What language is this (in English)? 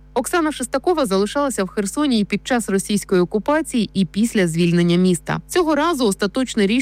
Ukrainian